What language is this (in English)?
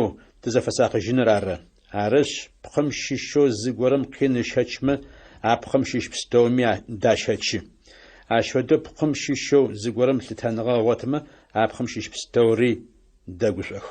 Adyghe